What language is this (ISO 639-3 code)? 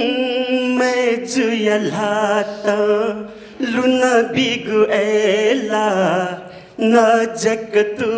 new